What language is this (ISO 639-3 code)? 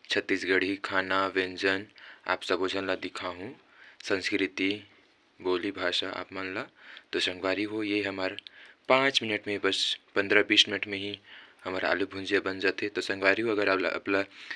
hne